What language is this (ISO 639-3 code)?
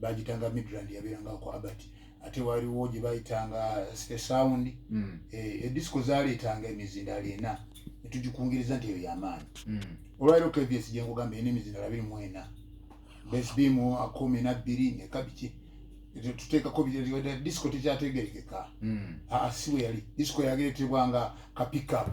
lug